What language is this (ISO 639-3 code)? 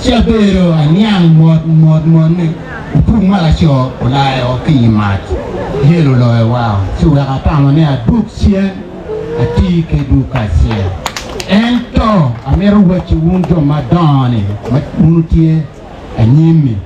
ach